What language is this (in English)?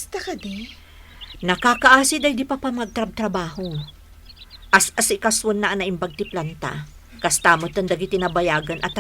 Iloko